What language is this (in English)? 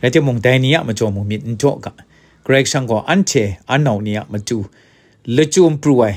Kachin